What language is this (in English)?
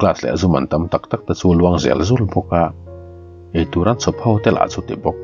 Mizo